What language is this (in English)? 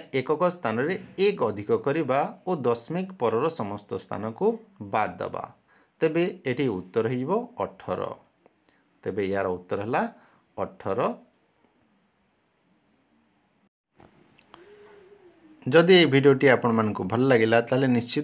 Odia